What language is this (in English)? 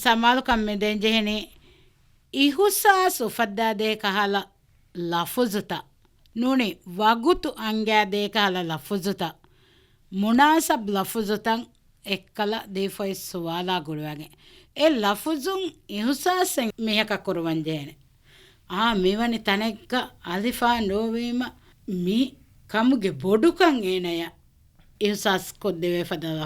Divehi